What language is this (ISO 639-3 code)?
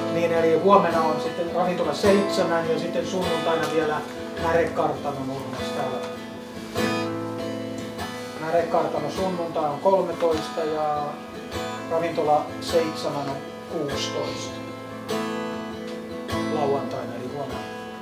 fin